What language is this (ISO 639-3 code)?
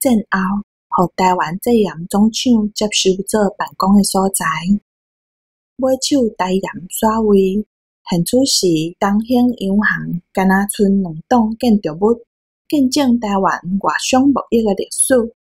nan